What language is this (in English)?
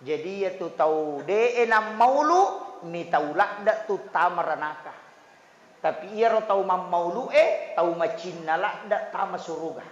Buginese